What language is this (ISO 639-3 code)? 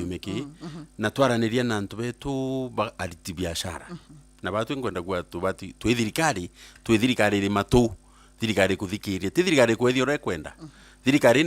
mer